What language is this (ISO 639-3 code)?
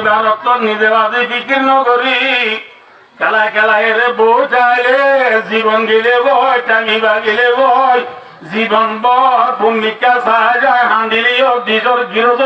rhg